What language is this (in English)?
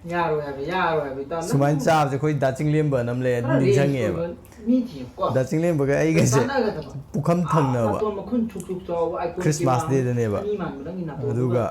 Manipuri